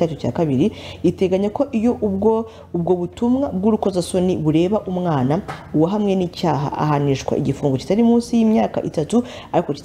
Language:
Kinyarwanda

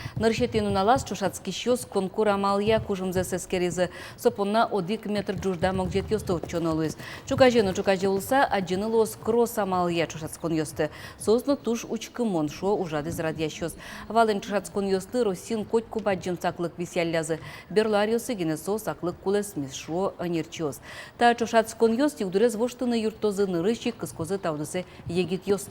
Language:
Udmurt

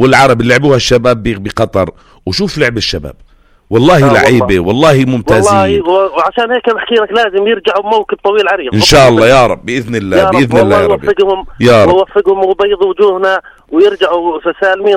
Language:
North Levantine Arabic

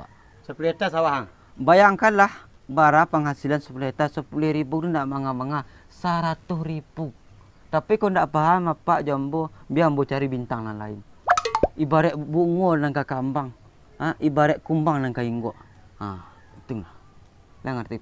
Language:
Minangkabau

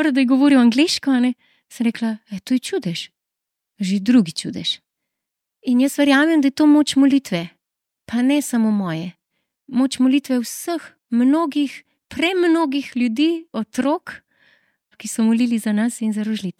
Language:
Slovenian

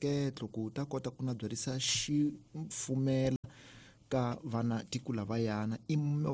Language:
Tsonga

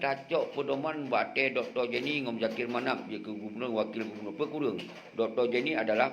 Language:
Achinese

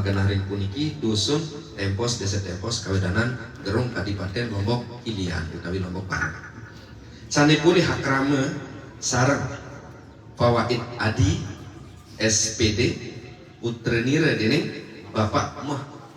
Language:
Sasak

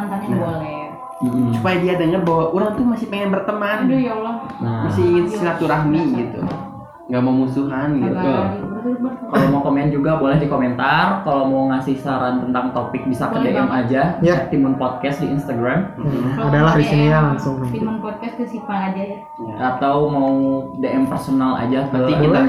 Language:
Indonesian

